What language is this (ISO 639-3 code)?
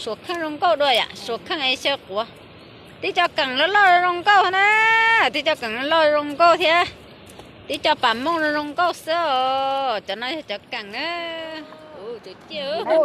hmn